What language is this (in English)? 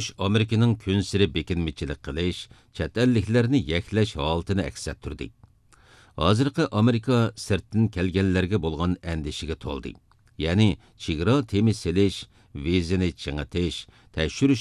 Uyghur